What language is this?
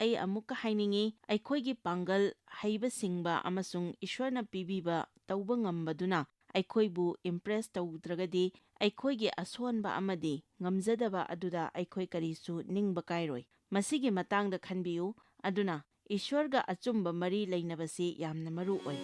Manipuri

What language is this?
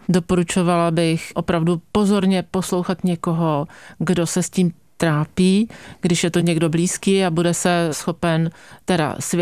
Czech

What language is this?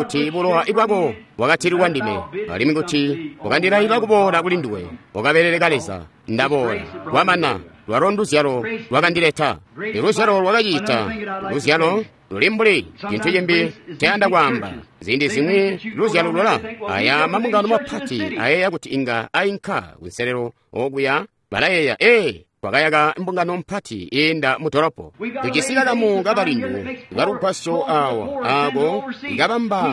Tonga (Zambia)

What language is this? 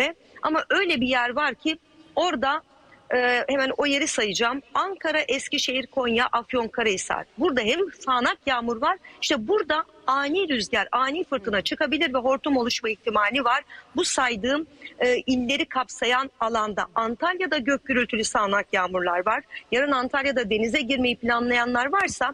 Turkish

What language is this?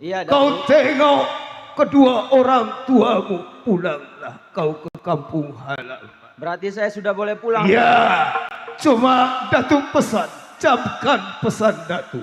Betawi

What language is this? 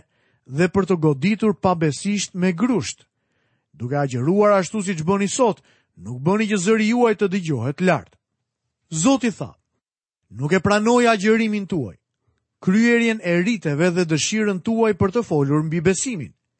Albanian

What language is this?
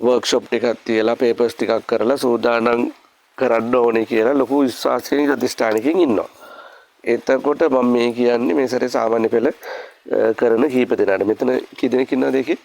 Sinhala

